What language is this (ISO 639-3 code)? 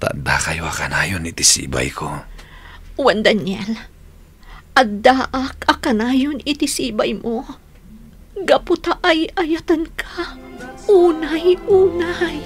ilo